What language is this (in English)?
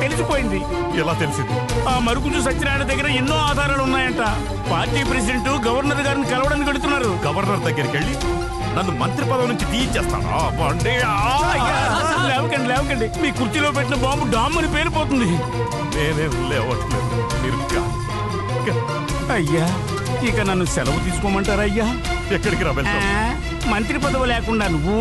Telugu